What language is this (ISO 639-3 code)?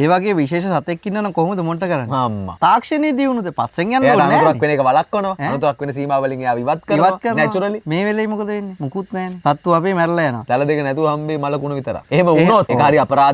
sin